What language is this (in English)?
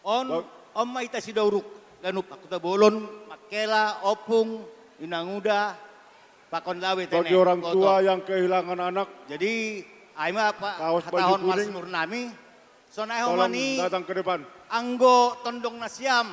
Batak Toba